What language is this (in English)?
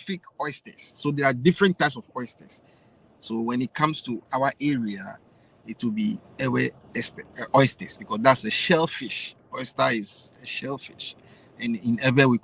Ewe